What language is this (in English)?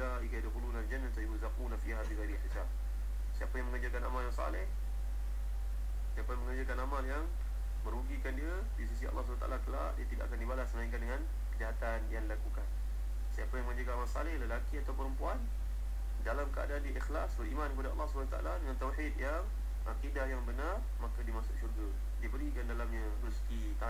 Malay